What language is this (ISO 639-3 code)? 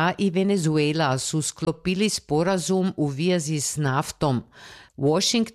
hrv